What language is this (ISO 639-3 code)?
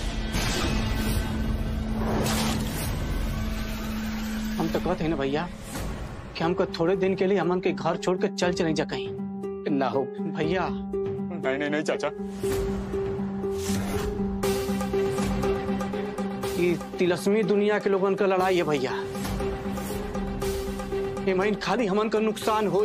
bho